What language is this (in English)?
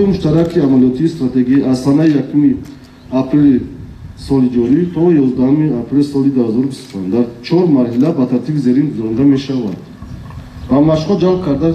Tajik